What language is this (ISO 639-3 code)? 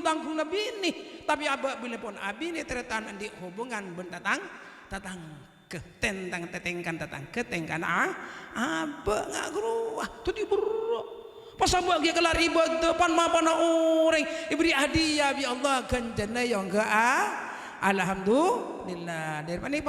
mad